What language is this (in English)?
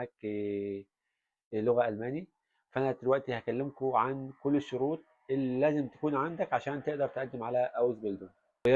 Egyptian Arabic